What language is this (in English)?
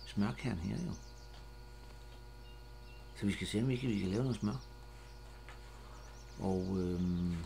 Danish